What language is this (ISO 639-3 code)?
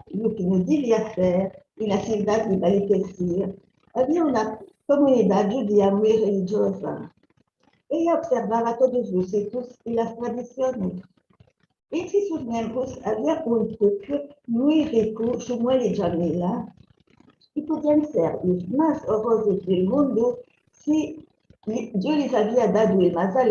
lad